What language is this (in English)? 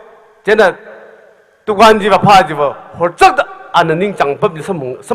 Tangkhul Naga (India)